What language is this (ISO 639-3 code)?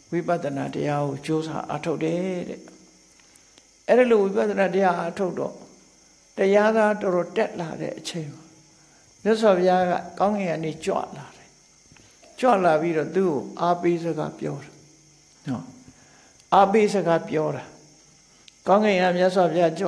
mya